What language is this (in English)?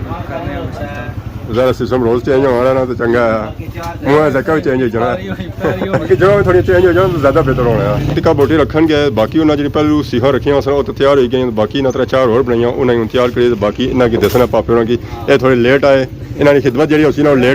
Pahari-Potwari